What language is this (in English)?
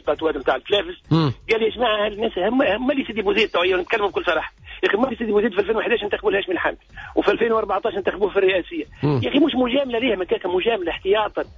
Tunisian Arabic